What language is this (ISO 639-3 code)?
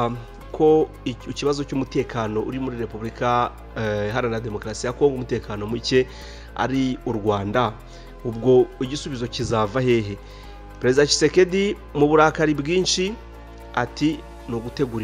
kin